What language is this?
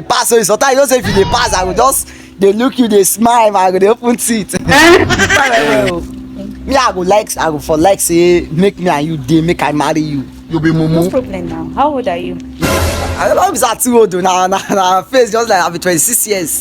Nigerian Pidgin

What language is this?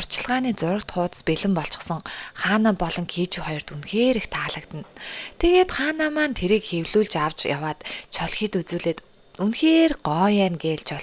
Mongolian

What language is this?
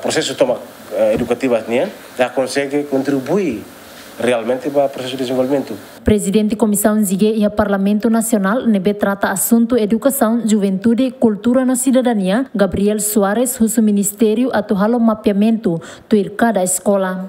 Tetum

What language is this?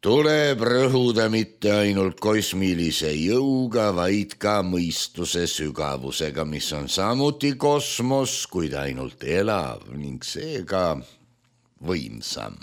Estonian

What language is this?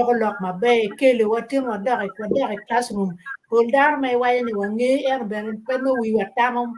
Acoli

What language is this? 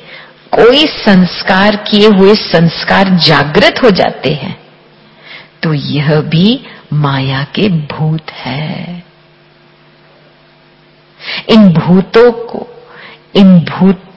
Hindi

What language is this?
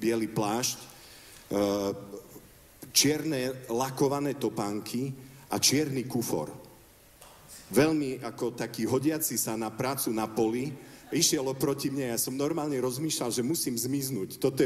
Slovak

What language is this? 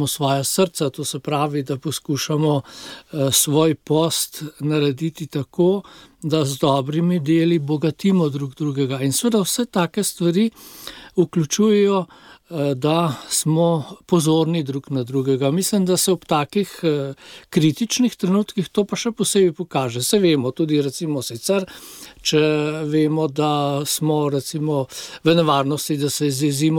Slovenian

